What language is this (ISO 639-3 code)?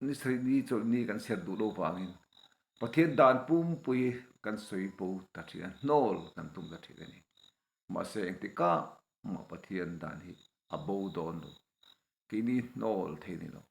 lus